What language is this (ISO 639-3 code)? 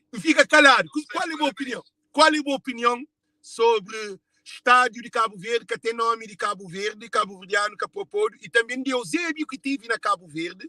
kea